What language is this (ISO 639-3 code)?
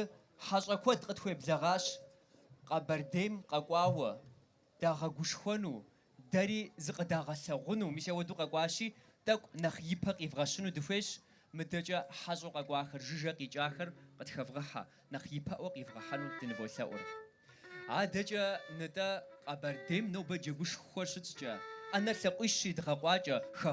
kbd